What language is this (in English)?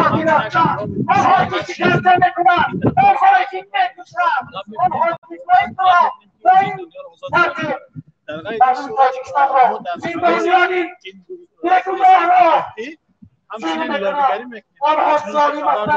Tajik